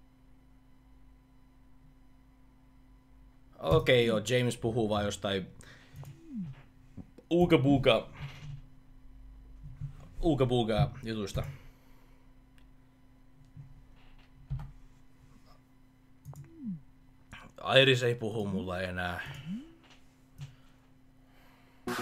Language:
Finnish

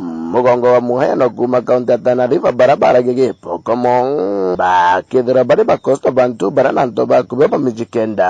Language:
Meru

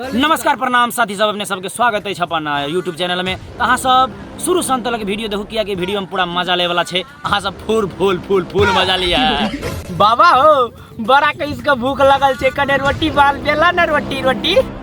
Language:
Maithili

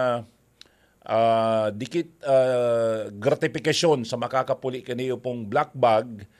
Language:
Bikol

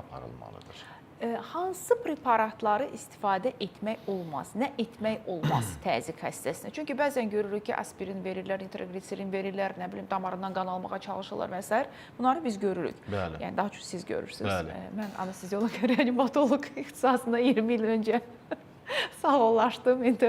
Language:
Azerbaijani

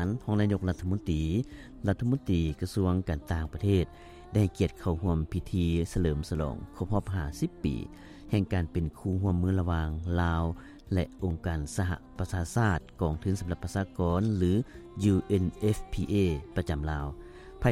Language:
Lao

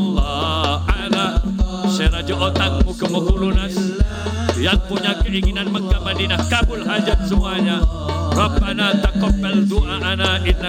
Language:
Madurese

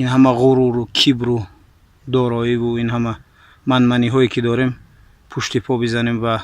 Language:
Tajik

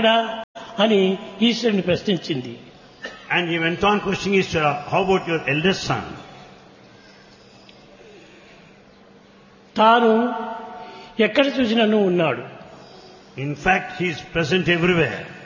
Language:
Telugu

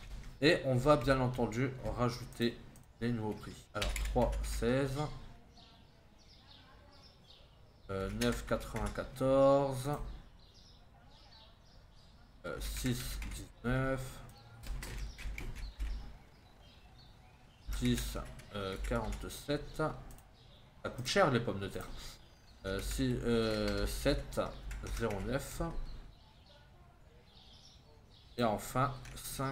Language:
French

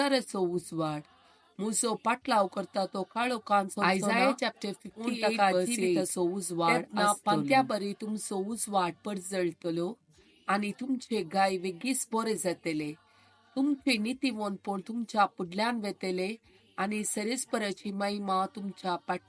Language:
Konkani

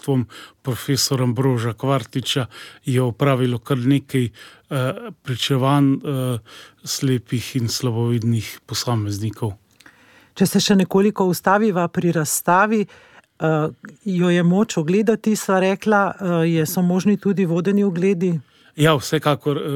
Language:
Slovenian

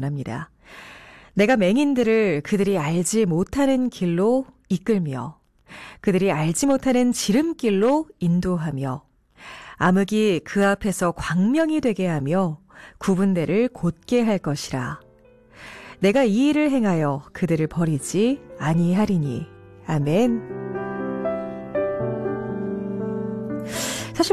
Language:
Korean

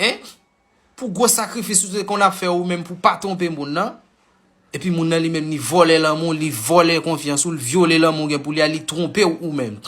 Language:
Haitian Creole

